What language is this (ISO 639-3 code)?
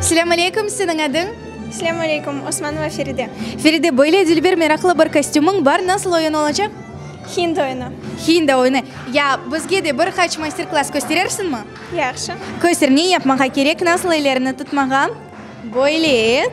crh